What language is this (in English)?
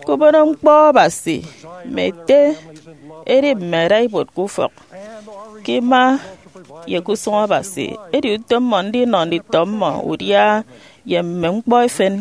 Efik